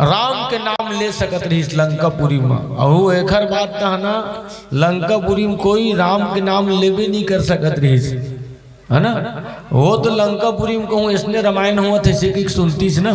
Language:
Chhattisgarhi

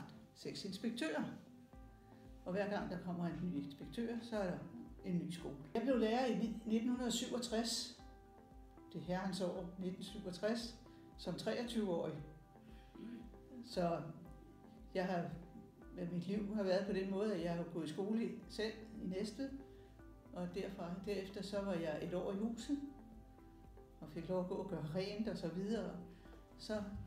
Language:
Danish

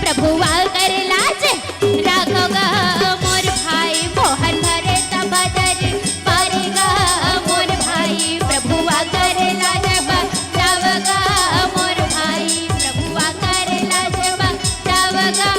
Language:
Chhattisgarhi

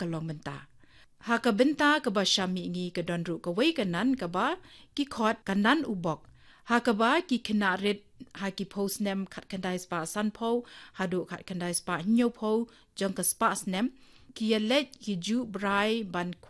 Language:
Khasi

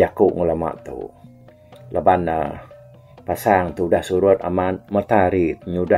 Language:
Iban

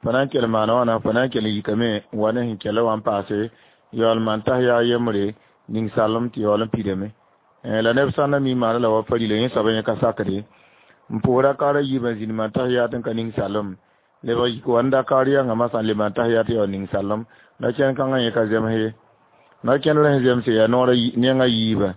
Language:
Mossi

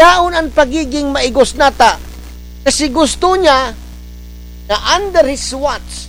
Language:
Bikol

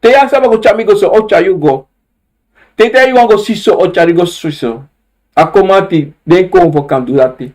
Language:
Sranan Tongo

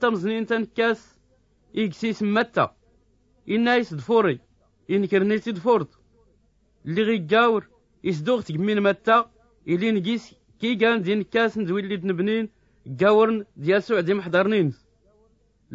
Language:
Tachelhit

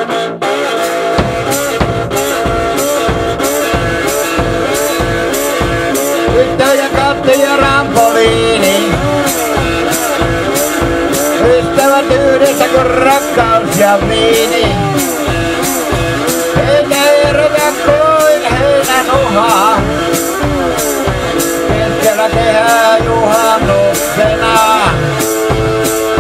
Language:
Finnish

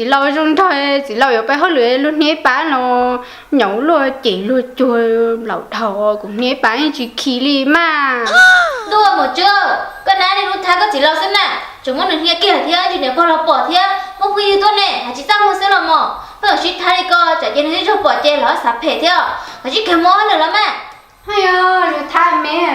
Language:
Hmong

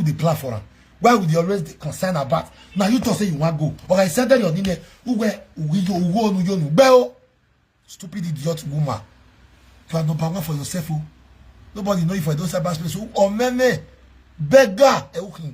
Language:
Nigerian Pidgin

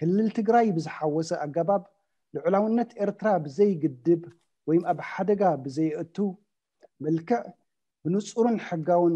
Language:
Tigrinya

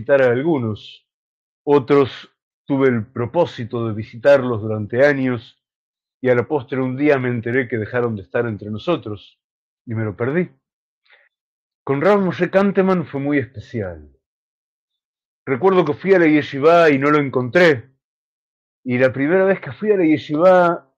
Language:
Spanish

